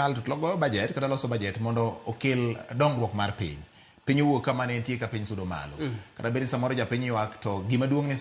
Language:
Luo (Kenya and Tanzania)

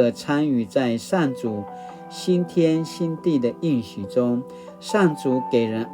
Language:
Paiwan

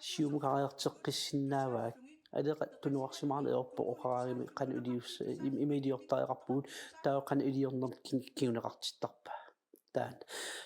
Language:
Kalaallisut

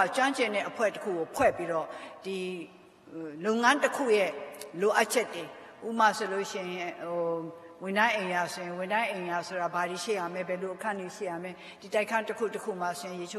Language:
Burmese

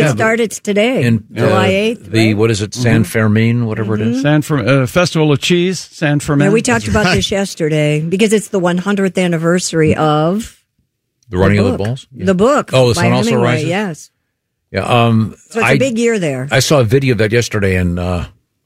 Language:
English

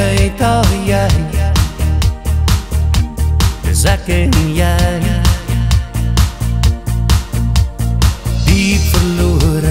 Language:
Afrikaans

